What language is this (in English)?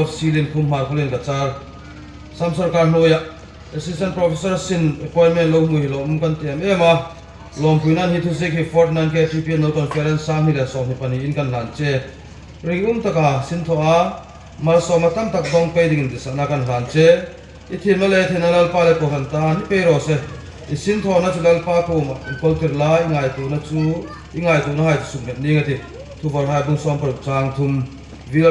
Hmar